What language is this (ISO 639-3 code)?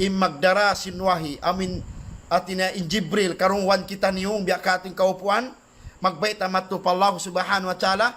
tsg